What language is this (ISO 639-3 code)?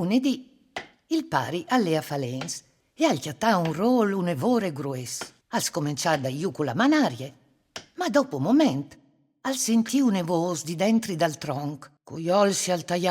fur